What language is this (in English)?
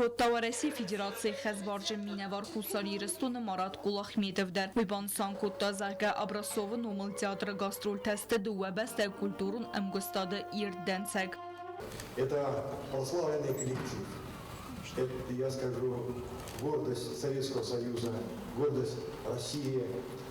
Ossetic